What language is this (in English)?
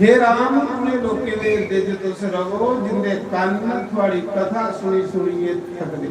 Dogri